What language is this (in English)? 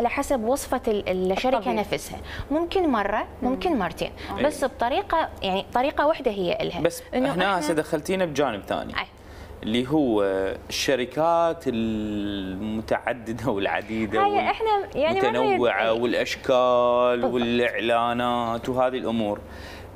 Mesopotamian Arabic